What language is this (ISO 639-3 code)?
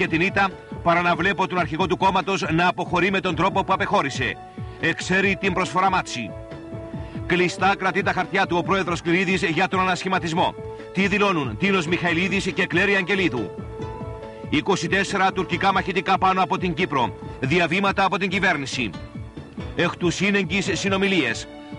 ell